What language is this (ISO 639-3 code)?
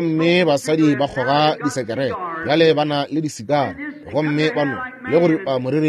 nso